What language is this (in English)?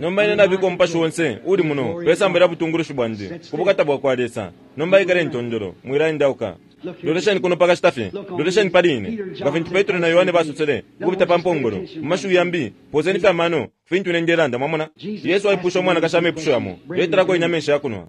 Bemba